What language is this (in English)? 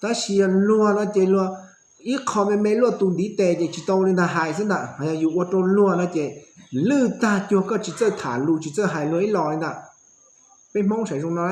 Hmong